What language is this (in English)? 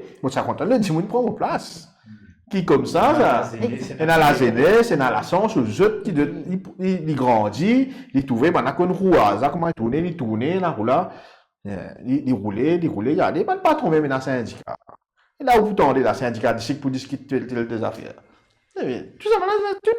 Morisyen